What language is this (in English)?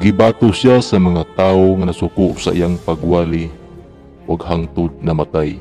Cebuano